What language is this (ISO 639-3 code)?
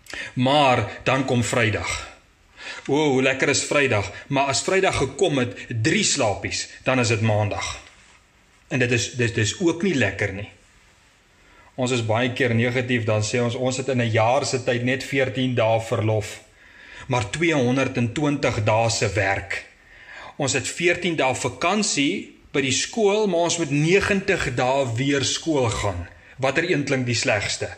afr